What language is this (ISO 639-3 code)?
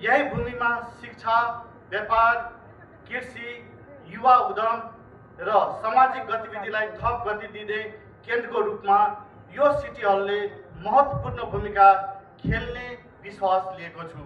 nep